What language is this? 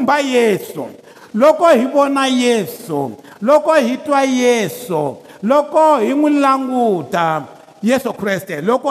Tsonga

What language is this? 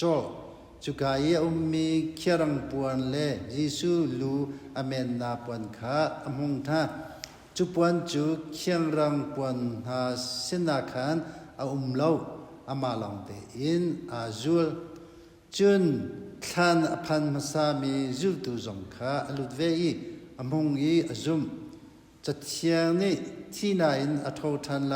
Hakha Chin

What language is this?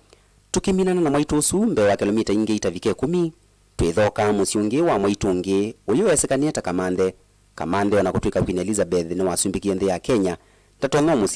Kamba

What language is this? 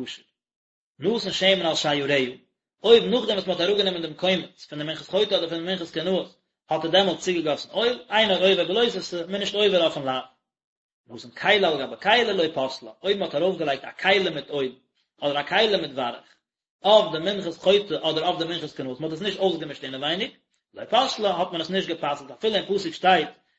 Yiddish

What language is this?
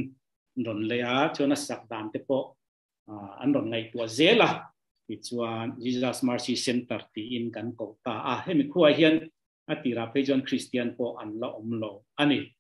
Mizo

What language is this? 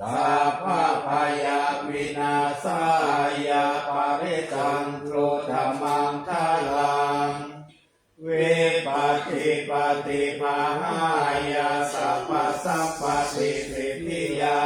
Pali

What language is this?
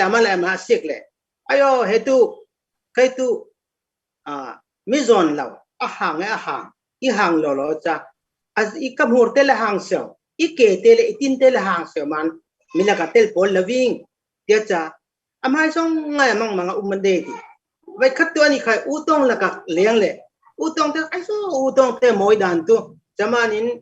Falam Chin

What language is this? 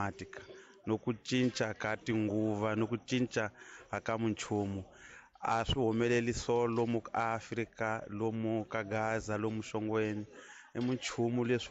Tsonga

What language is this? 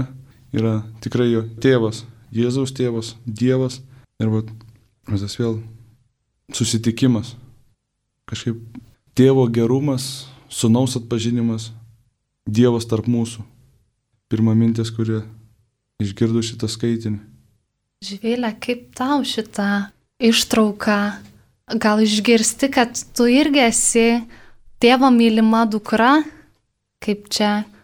Lithuanian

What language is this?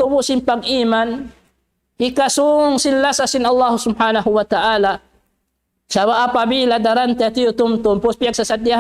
Tausug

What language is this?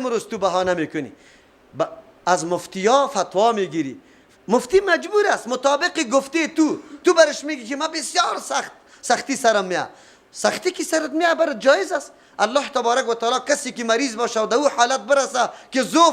Persian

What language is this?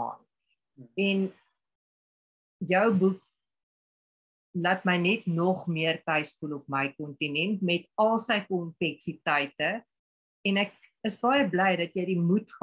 Afrikaans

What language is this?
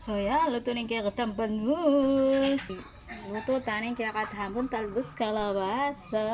Pampanga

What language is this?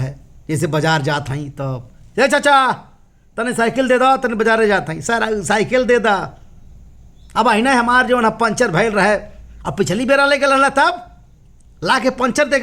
Bhojpuri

